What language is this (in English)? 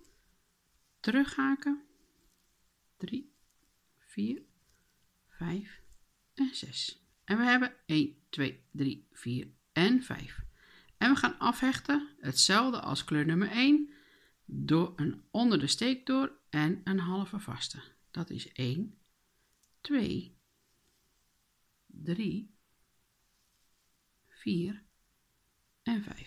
Dutch